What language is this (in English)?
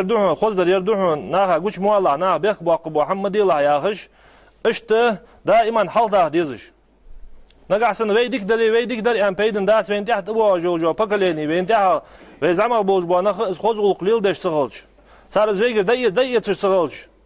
Ingush